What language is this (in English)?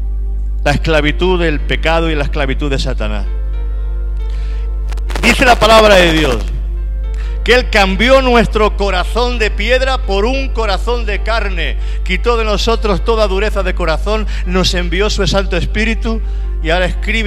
Spanish